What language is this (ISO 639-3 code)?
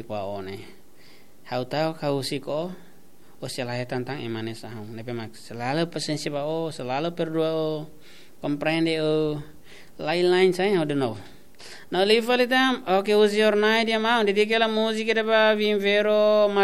tet